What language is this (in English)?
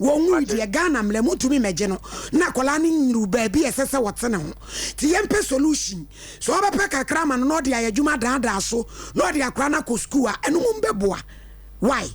Akan